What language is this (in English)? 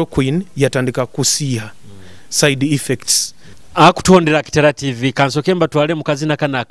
Nyoro